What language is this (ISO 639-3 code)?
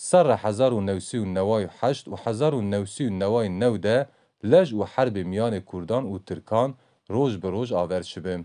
kur